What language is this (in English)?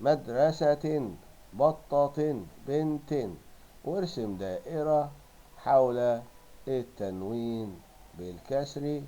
Egyptian Arabic